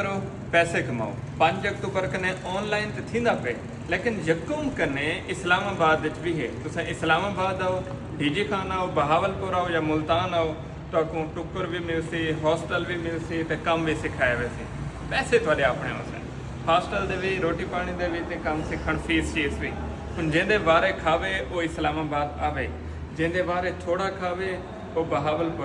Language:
Saraiki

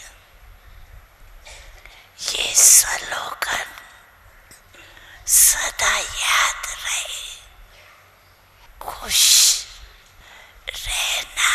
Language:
Hindi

